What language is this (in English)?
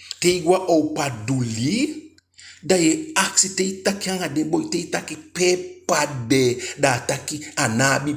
Eastern Maroon Creole